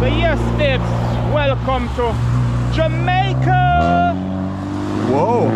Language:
Jamaican Creole English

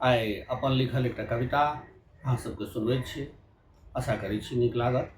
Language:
Maithili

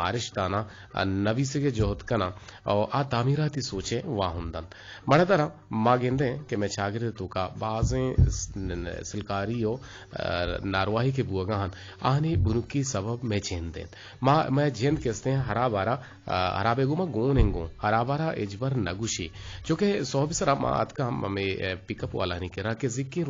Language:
Eastern Balochi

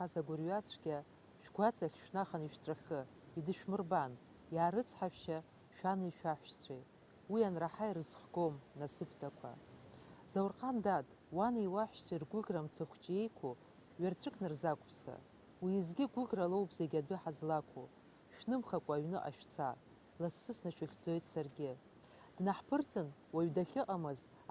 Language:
Abkhazian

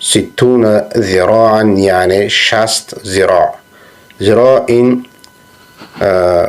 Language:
Persian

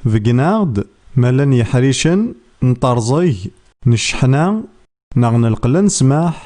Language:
Kabyle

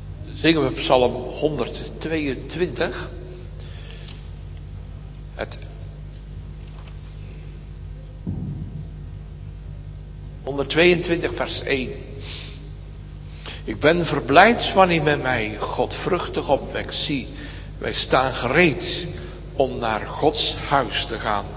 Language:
Dutch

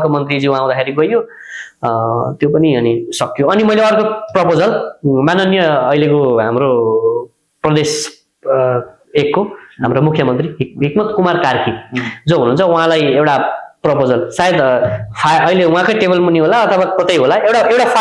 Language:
Nepali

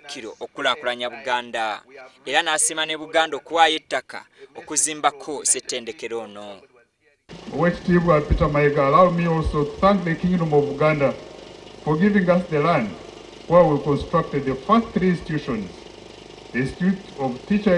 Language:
Ganda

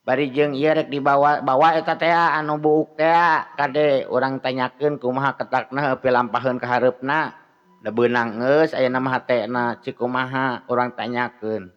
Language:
Sundanese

